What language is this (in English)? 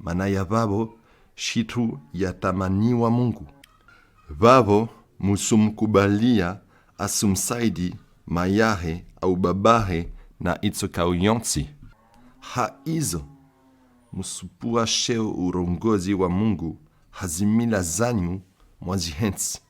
Comorian